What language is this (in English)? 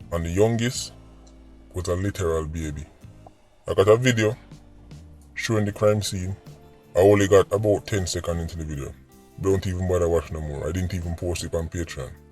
Jamaican Creole English